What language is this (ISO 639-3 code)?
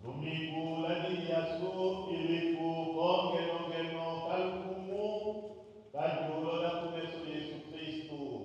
tll